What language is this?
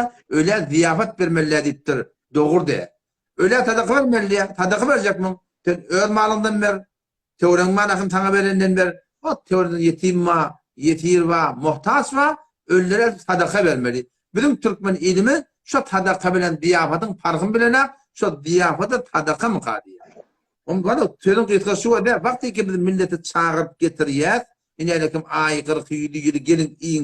Turkmen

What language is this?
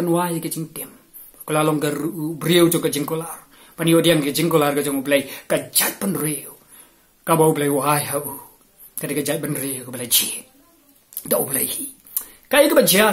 Khasi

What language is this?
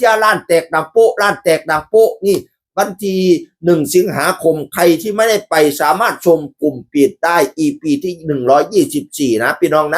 Northeastern Thai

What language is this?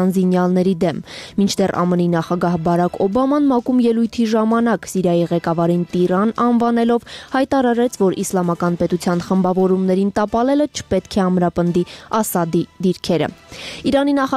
Armenian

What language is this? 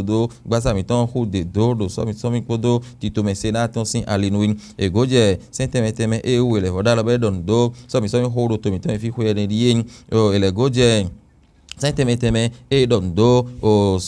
Fon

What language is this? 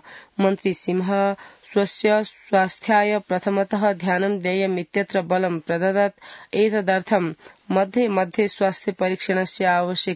Sanskrit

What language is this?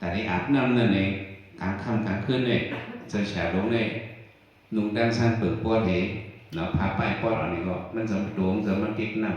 Shan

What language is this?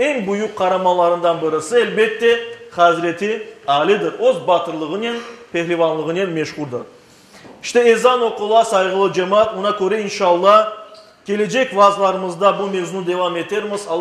Crimean Tatar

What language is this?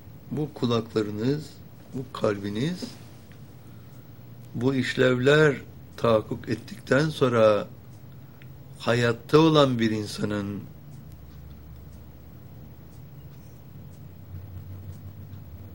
Turkish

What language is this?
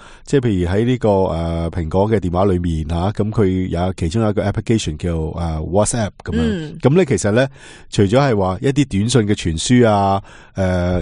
Cantonese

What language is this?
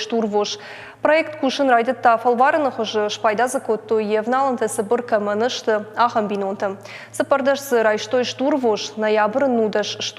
Ossetic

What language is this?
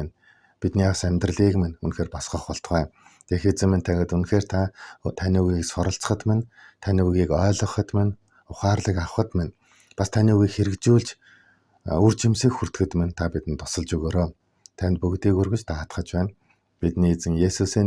Mongolian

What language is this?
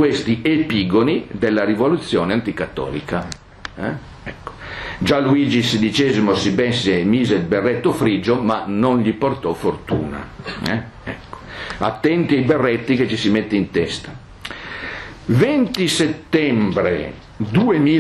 Italian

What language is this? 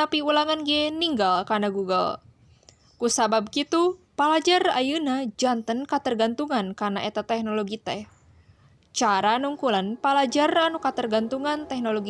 Sundanese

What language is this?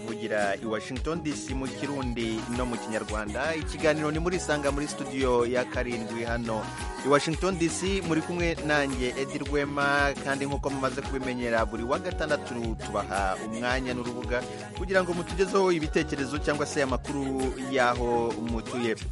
Kinyarwanda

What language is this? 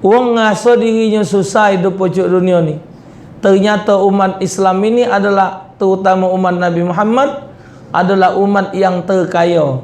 Musi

